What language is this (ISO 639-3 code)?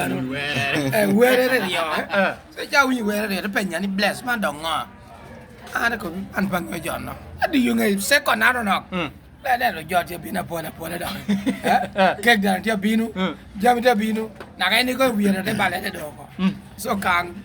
laj